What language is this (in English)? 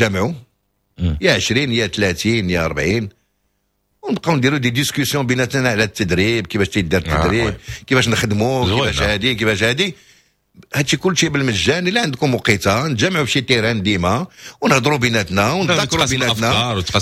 Moroccan Arabic